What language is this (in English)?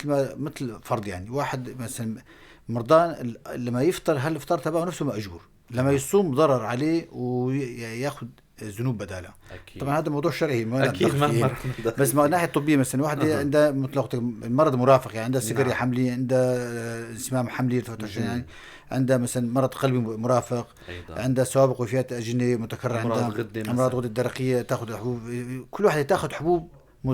North Levantine Arabic